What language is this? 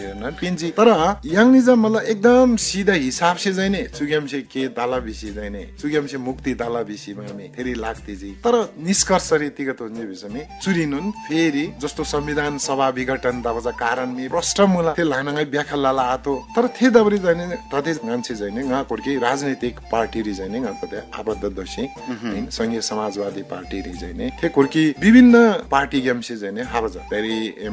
Eastern Tamang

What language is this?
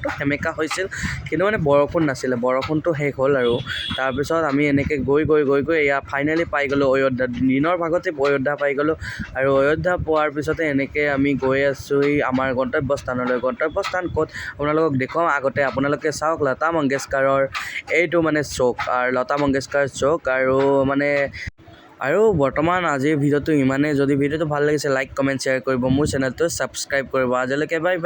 Assamese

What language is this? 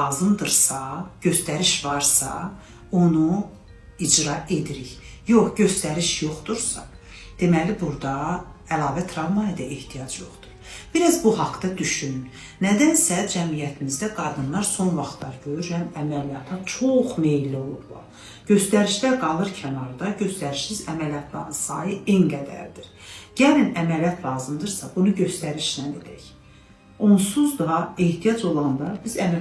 Azerbaijani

